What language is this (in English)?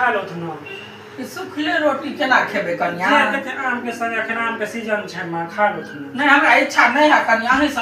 Maithili